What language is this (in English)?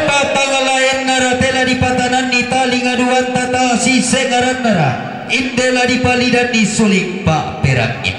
Toraja-Sa'dan